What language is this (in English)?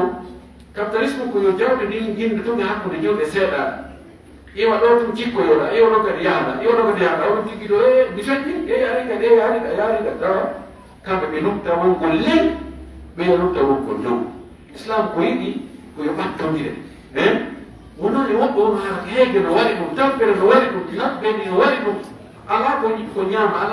Fula